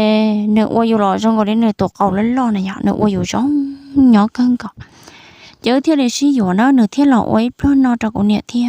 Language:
Hmong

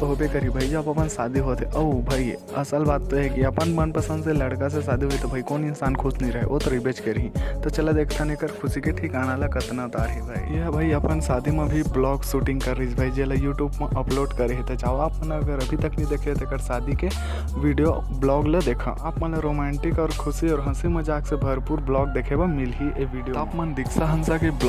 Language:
Chhattisgarhi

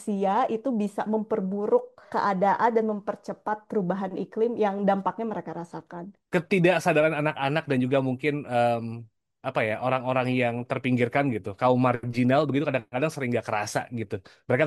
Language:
Indonesian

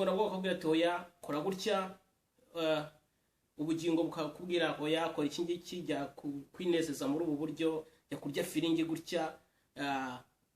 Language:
Kinyarwanda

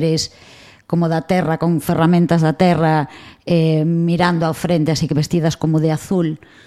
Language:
Galician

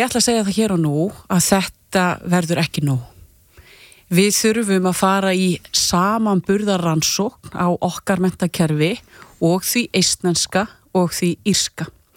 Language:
Icelandic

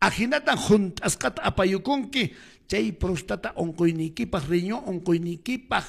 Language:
Quechua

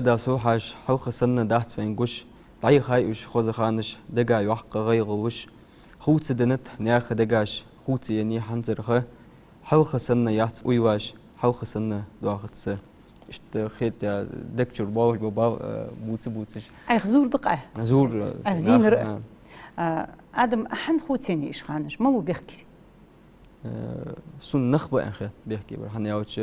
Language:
Ingush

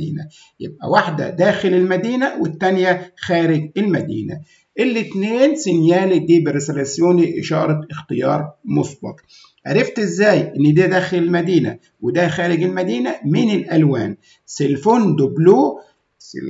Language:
Egyptian Arabic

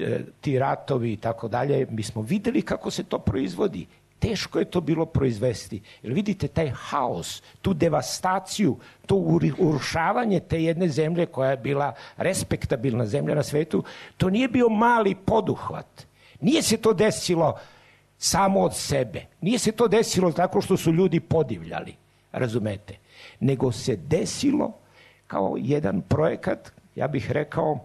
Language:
Serbian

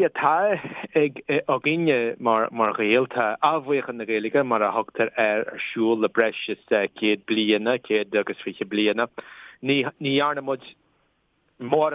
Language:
Irish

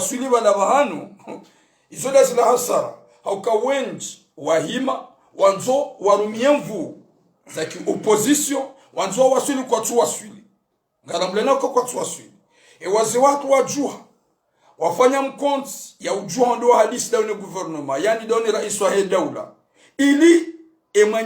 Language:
Ngazidja Comorian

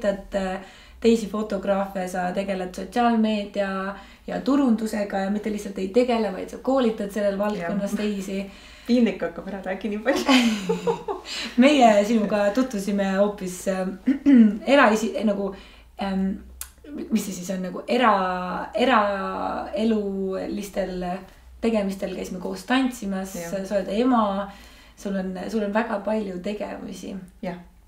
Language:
Estonian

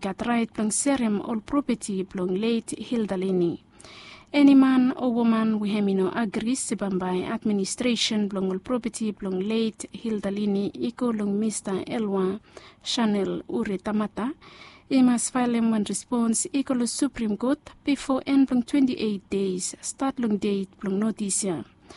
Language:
Bislama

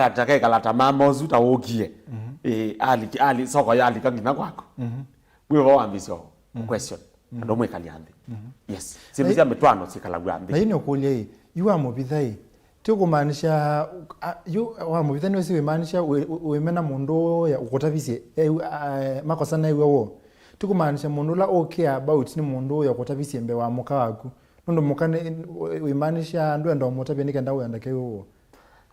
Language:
Kamba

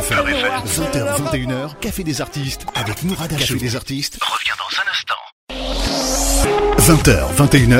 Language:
French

